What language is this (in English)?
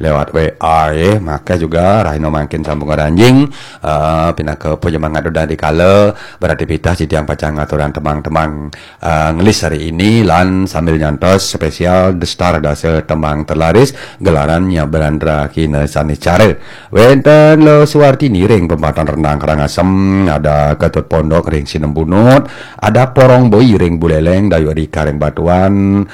Balinese